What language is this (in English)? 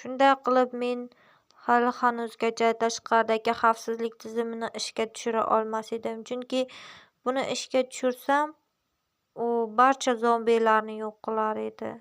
Uzbek